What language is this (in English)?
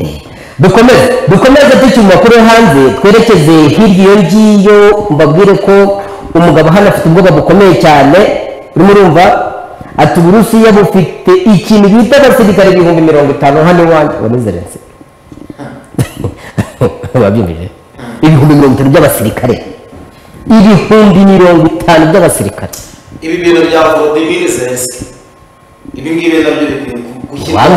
Kinyarwanda